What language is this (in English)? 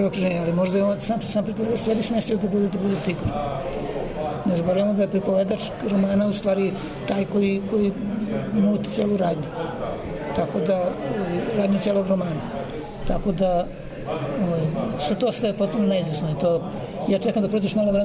Serbian